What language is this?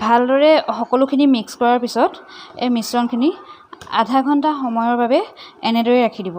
Assamese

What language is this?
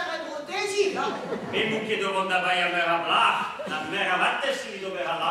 Breton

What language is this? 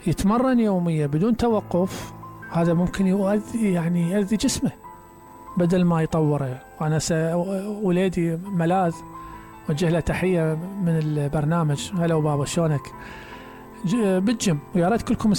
Mesopotamian Arabic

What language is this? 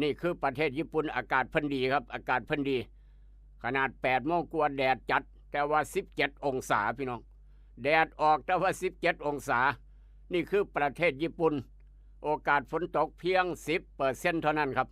Northeastern Thai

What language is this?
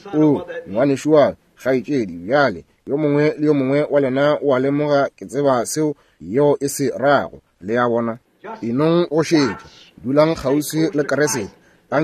Northern Sotho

